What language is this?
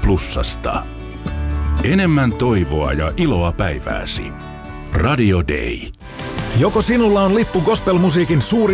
Finnish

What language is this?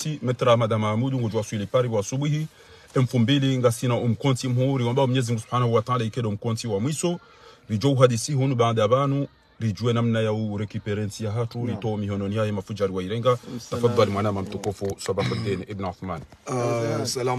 Ngazidja Comorian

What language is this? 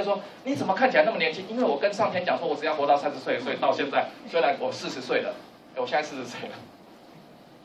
Chinese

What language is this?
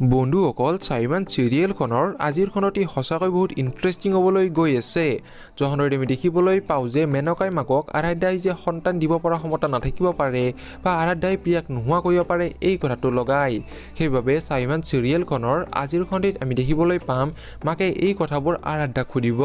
Assamese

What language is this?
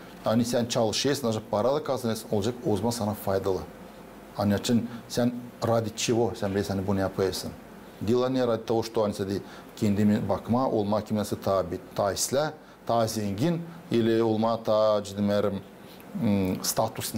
Gagauz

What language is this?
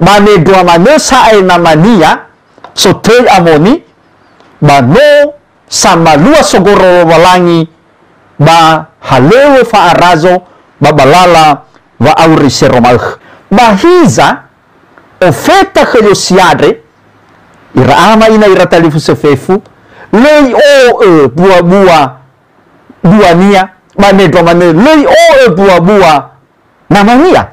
Nias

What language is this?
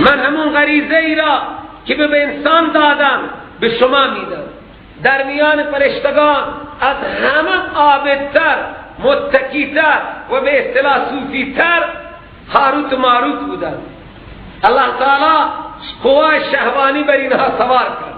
Persian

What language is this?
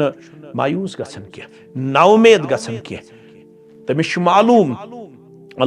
Kashmiri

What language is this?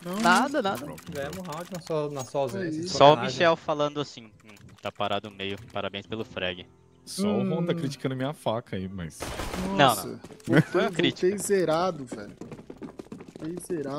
Portuguese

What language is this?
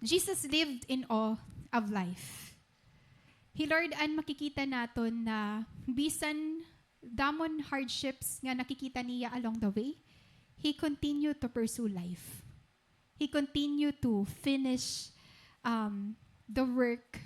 Waray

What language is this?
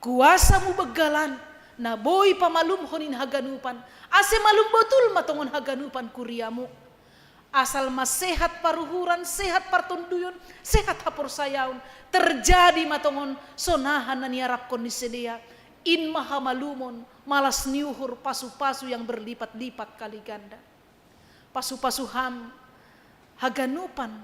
Batak Simalungun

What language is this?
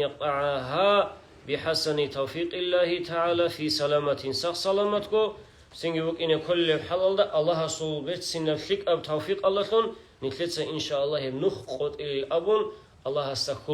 Avaric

